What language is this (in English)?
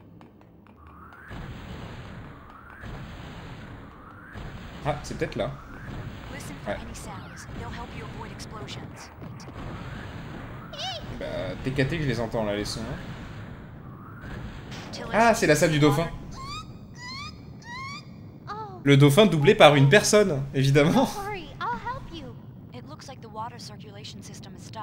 French